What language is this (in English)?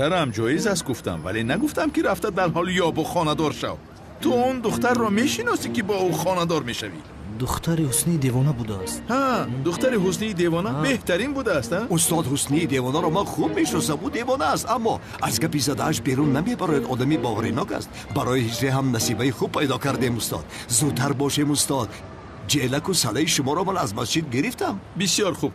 Tajik